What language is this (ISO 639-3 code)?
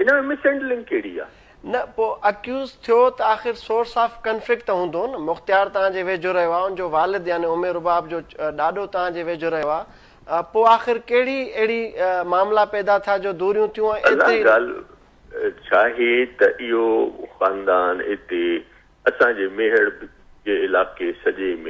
snd